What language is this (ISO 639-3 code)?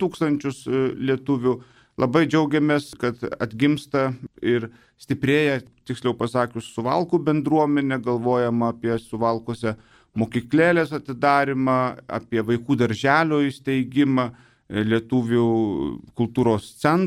lit